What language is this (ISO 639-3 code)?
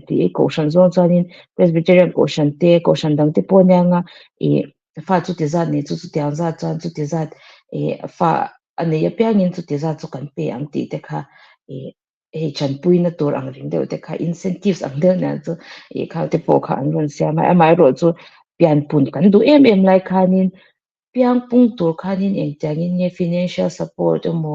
lus